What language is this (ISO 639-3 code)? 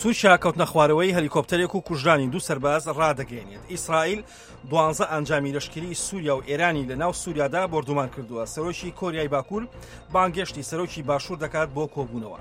ckb